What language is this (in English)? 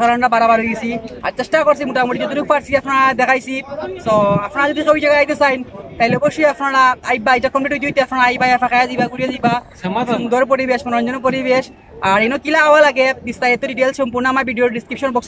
Sylheti